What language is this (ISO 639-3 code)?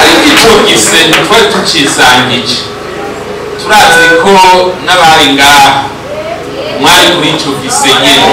run